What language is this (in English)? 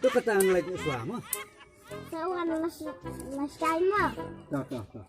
Khasi